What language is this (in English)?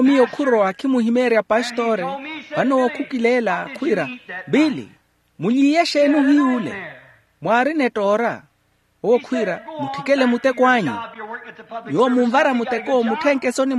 Makhuwa